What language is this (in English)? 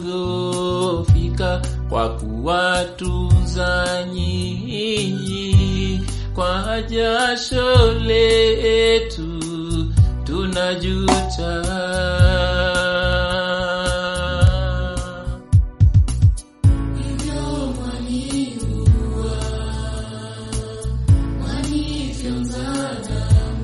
Swahili